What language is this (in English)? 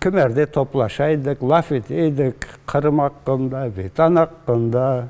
Crimean Tatar